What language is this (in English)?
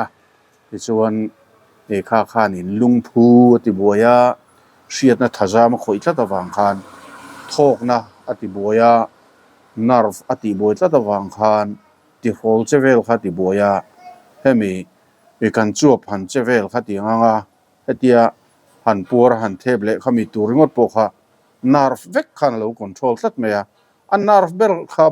Mizo